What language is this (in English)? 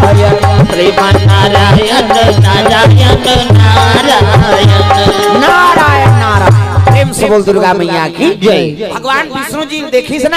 Chhattisgarhi